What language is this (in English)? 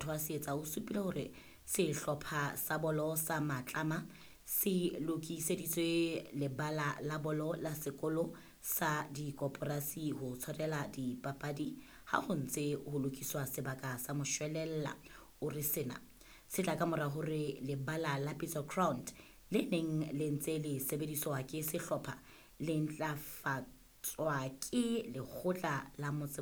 Southern Sotho